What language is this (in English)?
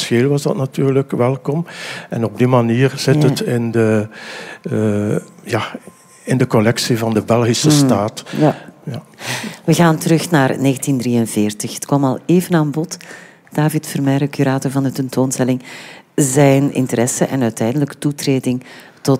Dutch